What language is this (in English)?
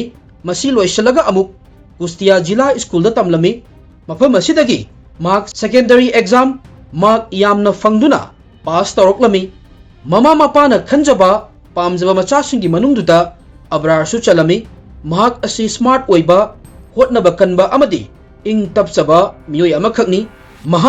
Manipuri